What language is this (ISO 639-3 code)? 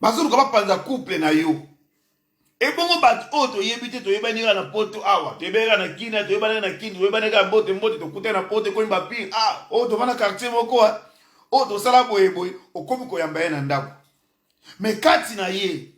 lin